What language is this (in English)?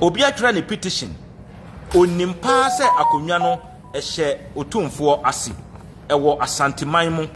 Akan